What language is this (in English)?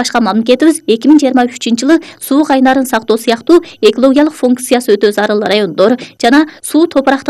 Kyrgyz